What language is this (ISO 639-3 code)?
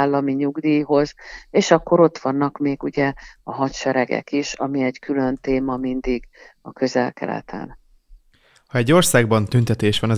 hun